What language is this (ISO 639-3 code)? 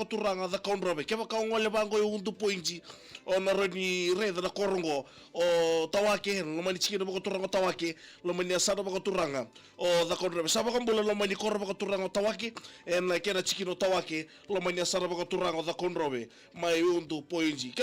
fij